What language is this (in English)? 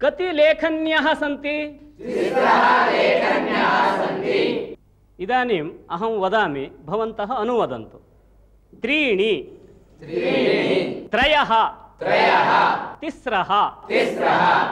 Sanskrit